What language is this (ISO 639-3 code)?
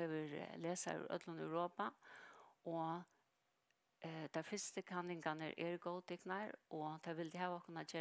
fao